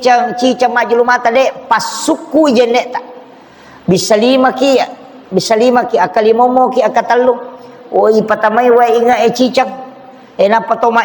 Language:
Buginese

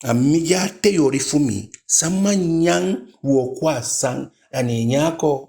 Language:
Eastern Maroon Creole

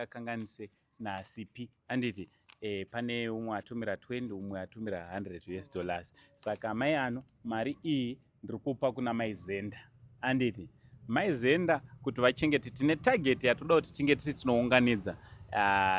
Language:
Shona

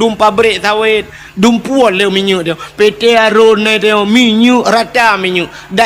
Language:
Achinese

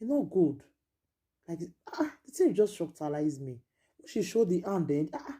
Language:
Nigerian Pidgin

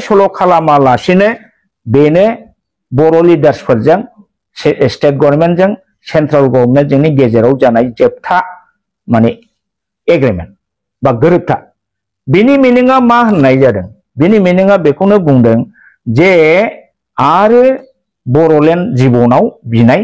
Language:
Bodo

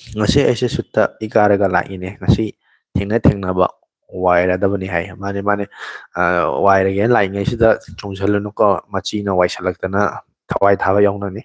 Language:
Manipuri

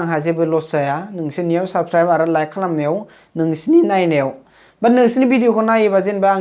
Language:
Bodo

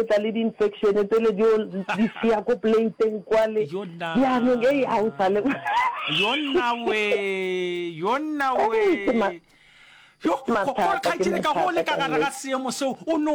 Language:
Northern Sotho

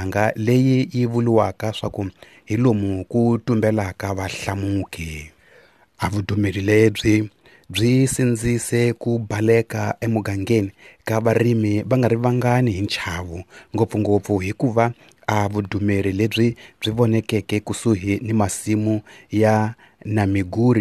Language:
Tsonga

